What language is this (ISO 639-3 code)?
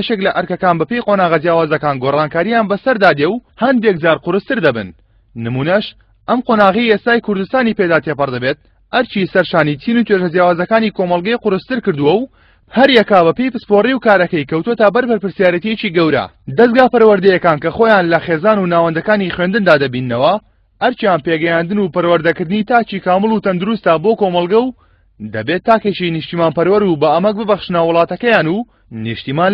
ckb